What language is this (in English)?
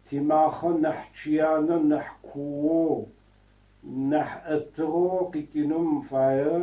Adyghe